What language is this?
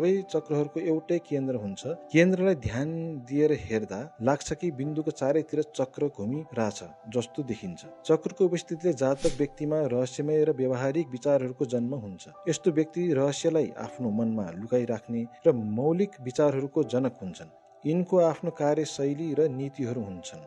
Nepali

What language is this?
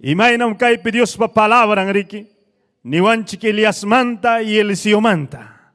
Ayacucho Quechua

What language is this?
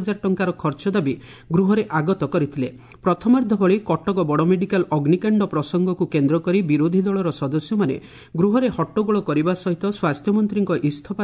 Odia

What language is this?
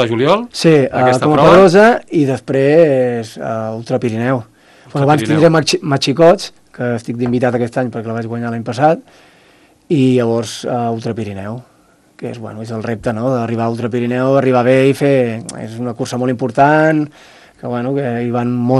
Catalan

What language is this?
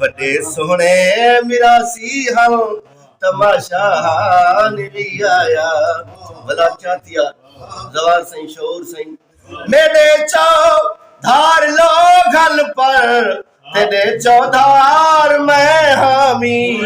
Saraiki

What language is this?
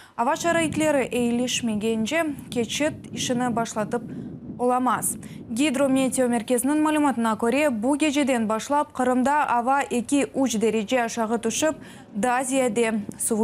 Crimean Tatar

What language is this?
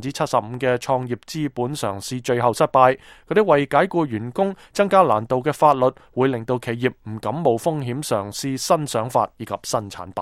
Cantonese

